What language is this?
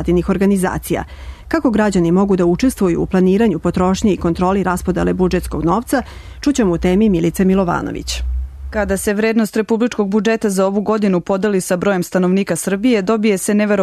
Serbian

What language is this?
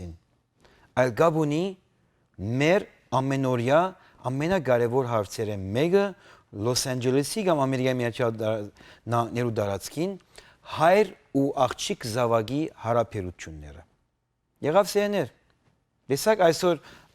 Western Armenian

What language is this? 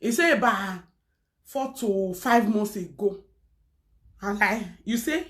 Nigerian Pidgin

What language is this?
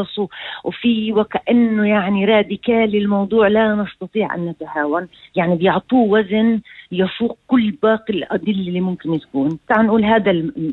North Levantine Arabic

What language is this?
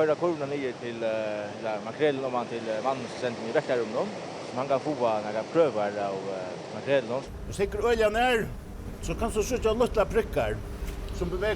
Faroese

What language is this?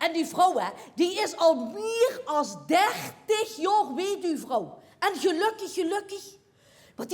Limburgish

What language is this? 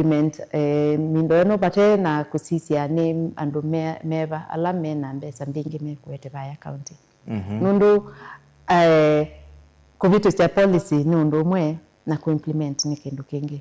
Kamba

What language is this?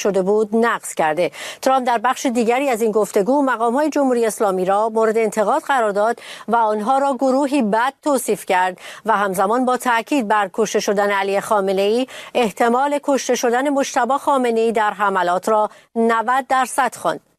Persian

